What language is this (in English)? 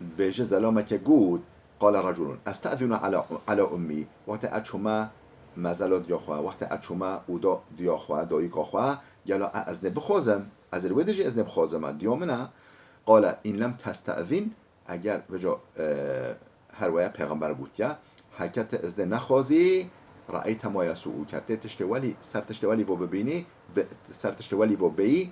Kurdish